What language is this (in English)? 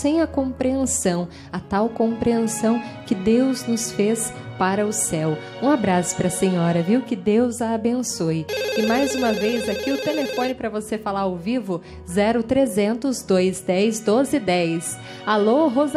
Portuguese